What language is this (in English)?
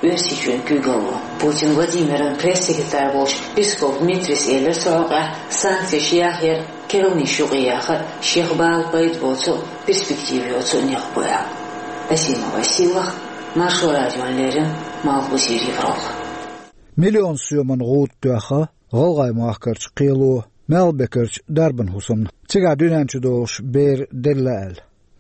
Chechen